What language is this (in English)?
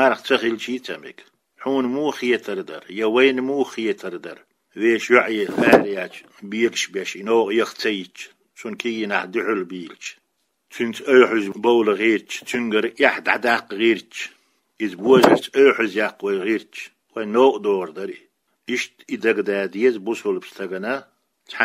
Chechen